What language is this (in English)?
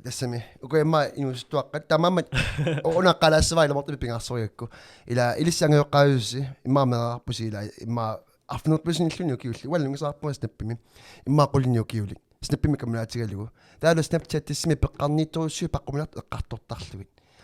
Kalaallisut